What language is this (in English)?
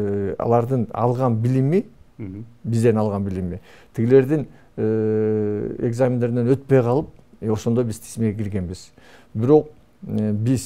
Kyrgyz